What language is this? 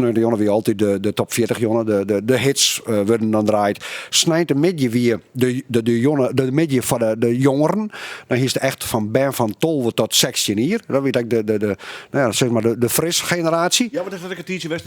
Western Frisian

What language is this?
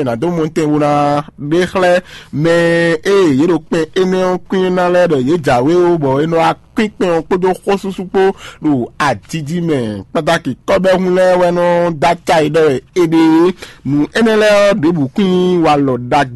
Fon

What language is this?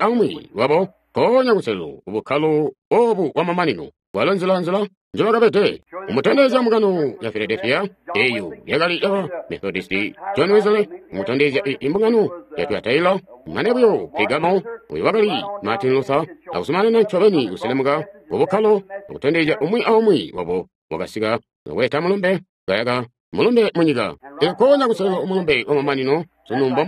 Tonga (Zambia)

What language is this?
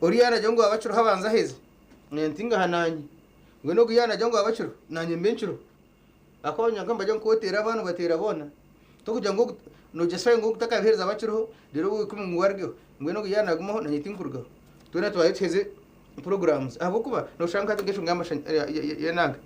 Nyankole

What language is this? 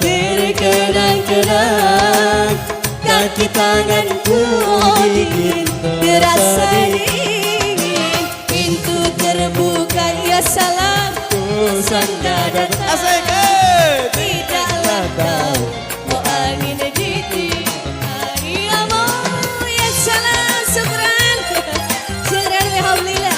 Banjar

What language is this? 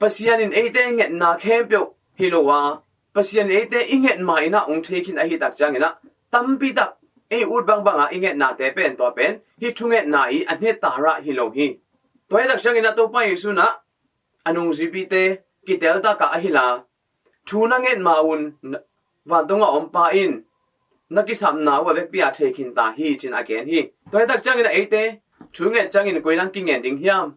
Tedim Chin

